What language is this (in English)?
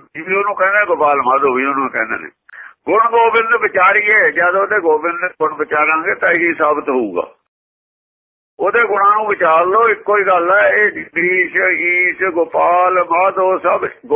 Punjabi